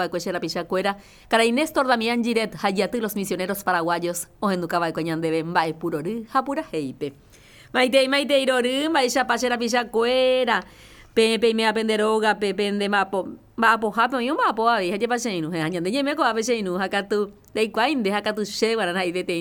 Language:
Guarani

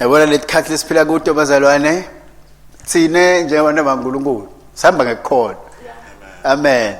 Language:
Swati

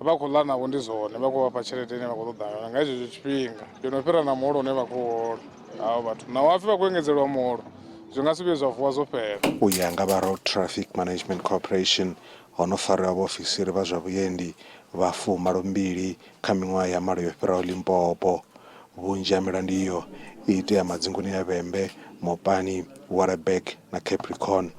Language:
Venda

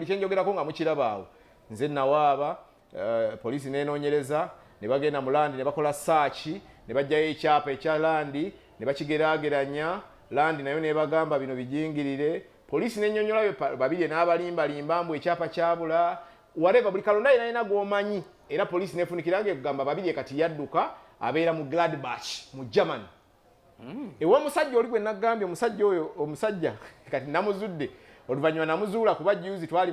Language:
Ganda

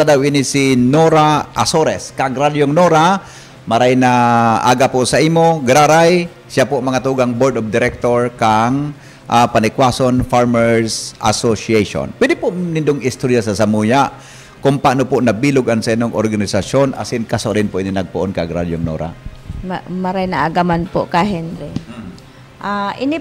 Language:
Bikol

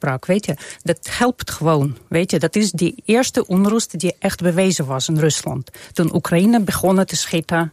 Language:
Dutch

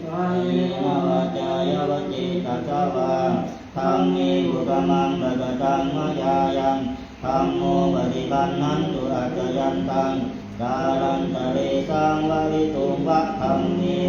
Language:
Pali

